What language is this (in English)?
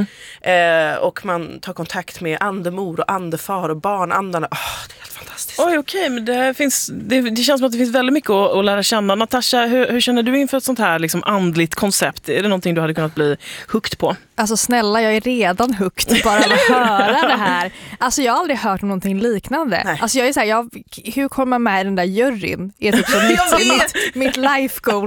Swedish